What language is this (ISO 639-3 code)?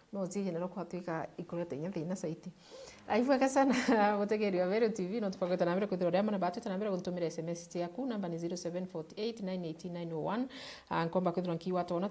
mer